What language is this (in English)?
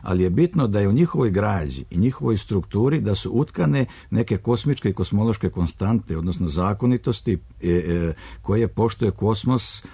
Serbian